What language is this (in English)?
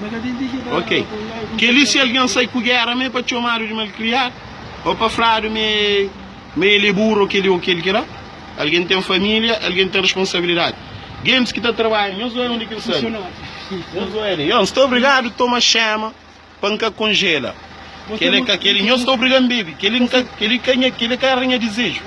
Kabuverdianu